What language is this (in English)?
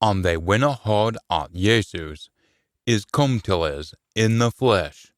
Scots